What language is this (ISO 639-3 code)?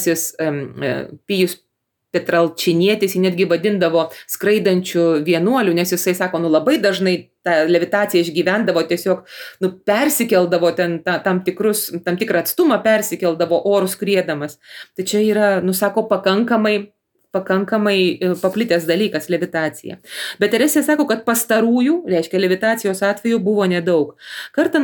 lit